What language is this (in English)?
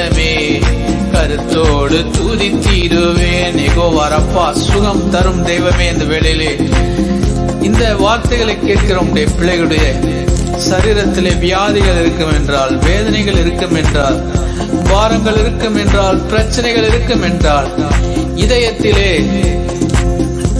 Tamil